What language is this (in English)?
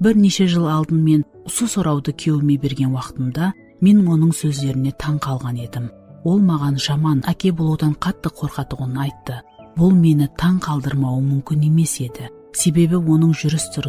Kara-Kalpak